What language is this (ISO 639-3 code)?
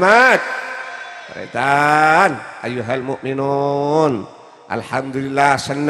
mad